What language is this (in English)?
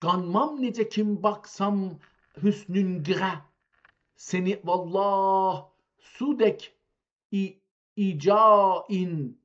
South Azerbaijani